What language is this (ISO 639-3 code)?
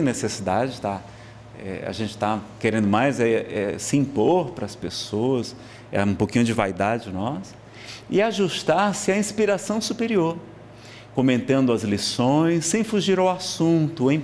por